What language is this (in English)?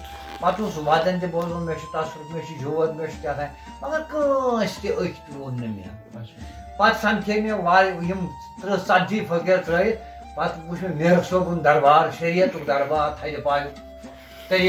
Kashmiri